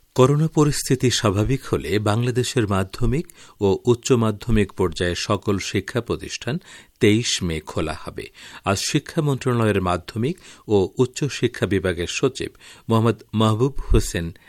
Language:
Bangla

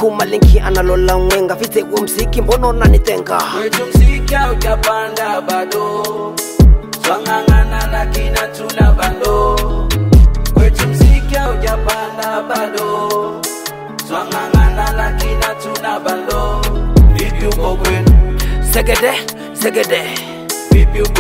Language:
Swahili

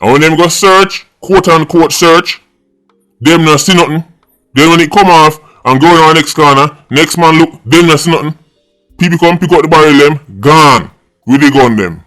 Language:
Jamaican Creole English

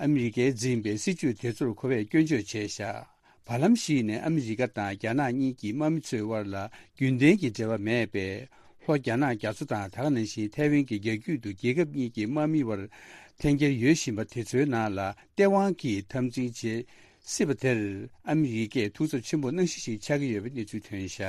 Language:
Tibetan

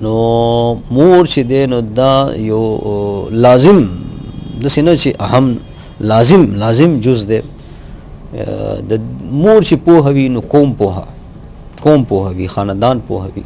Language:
Pashto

